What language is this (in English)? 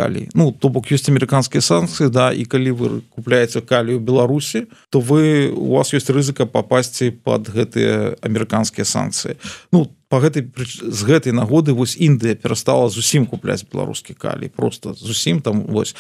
Belarusian